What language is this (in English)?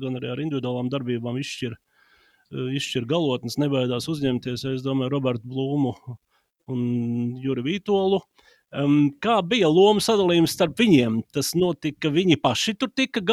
Latvian